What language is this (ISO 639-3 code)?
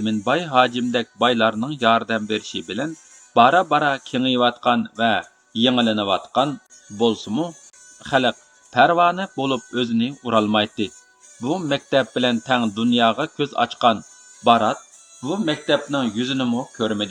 uig